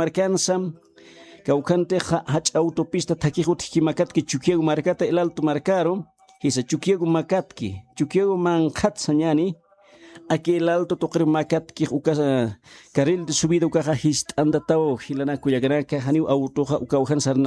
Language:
Aymara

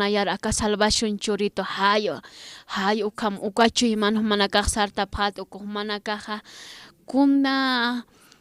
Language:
Aymara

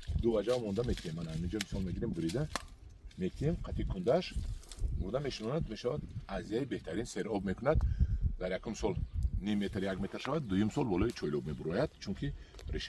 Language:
Tajik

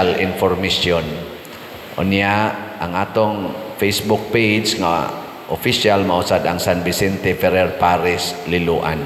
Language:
Cebuano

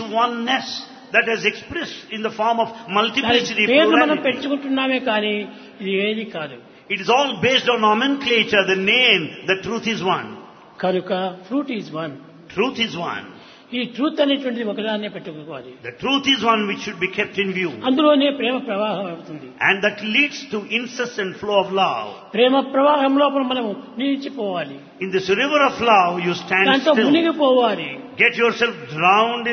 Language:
Telugu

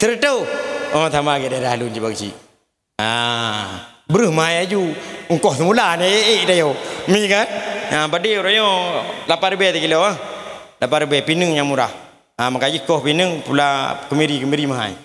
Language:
Achinese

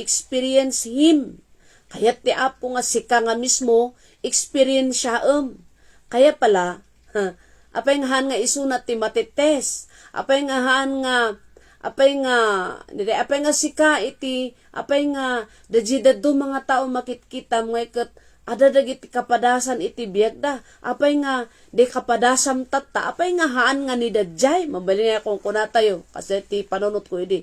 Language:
Iloko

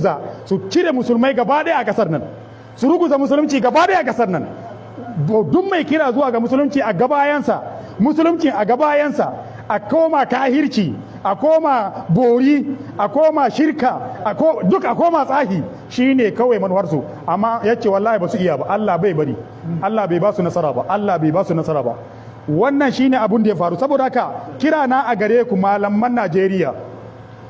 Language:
Hausa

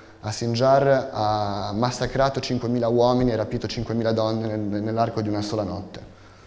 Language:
Italian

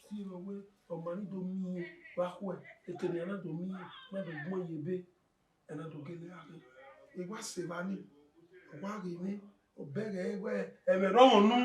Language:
Bini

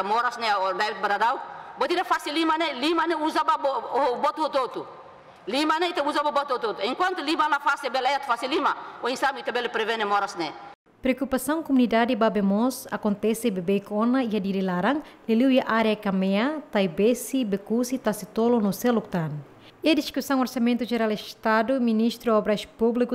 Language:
Tetum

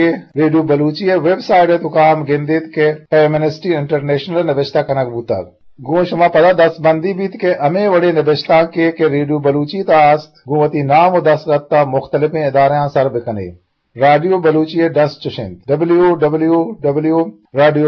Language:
Eastern Balochi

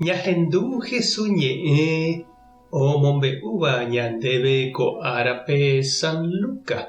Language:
Guarani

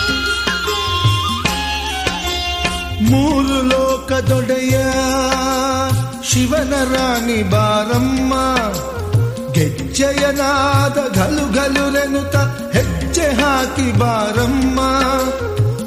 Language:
Kannada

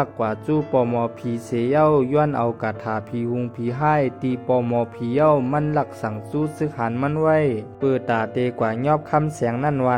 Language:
Shan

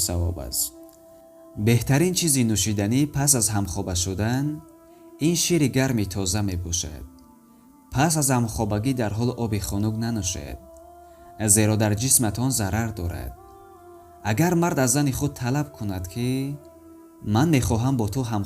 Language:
Tajik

